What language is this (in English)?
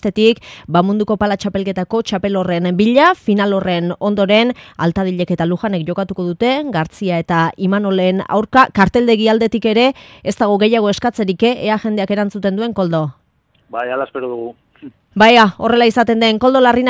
Basque